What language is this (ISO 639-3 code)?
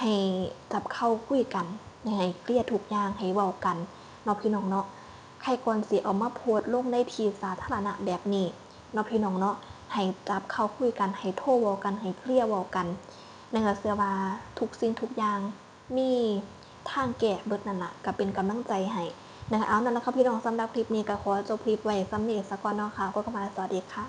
lao